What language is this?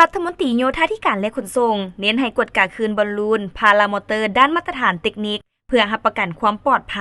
Lao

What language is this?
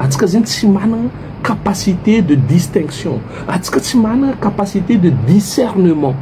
Malagasy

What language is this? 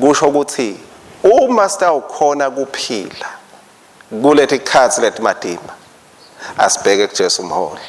Swati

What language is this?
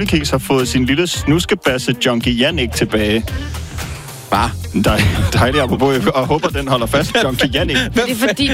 Danish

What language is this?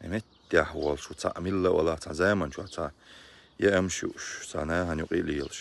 Chechen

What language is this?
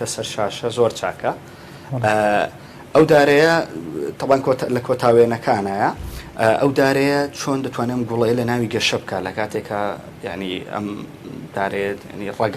Central Kurdish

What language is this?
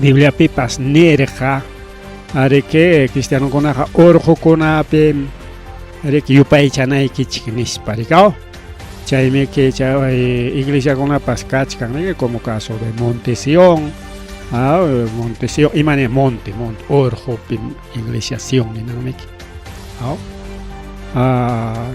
Ayacucho Quechua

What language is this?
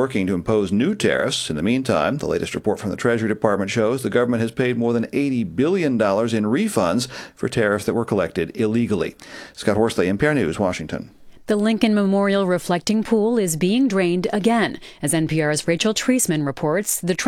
English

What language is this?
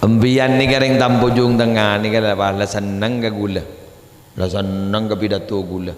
Madurese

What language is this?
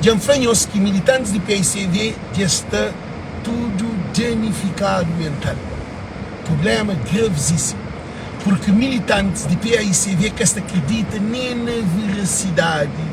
Kabuverdianu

